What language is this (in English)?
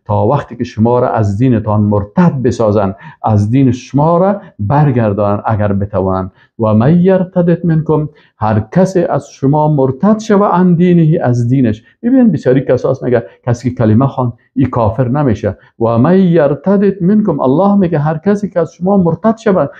Persian